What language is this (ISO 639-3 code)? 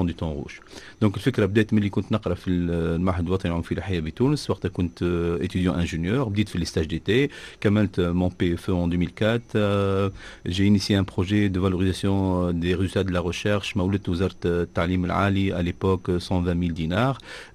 aeb